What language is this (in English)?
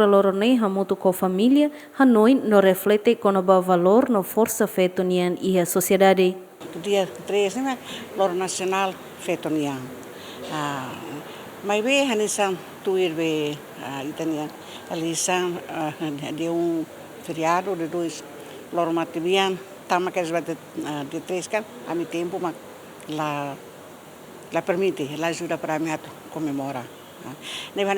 Tetum